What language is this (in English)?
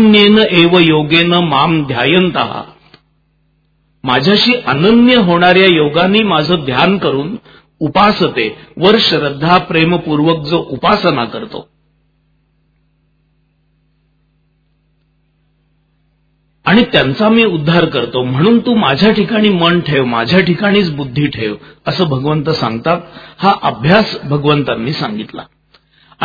Marathi